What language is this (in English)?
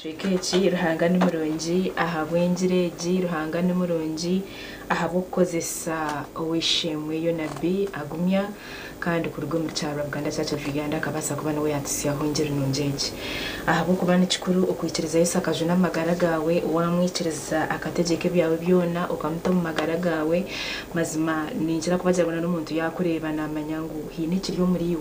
Nyankole